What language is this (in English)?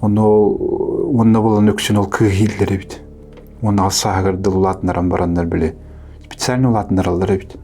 Yakut